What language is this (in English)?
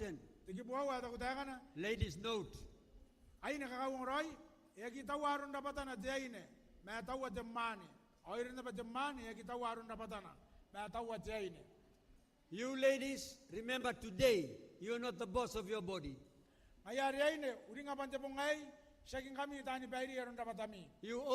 Gilbertese